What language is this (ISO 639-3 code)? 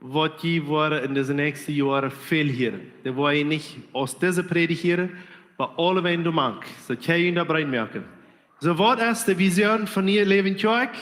pdt